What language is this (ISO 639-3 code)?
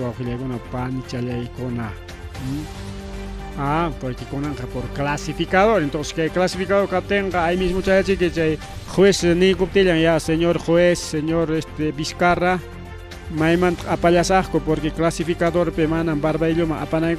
quy